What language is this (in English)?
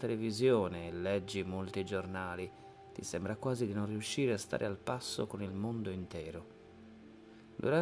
Italian